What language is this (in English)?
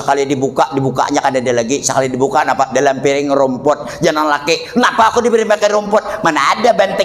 Banjar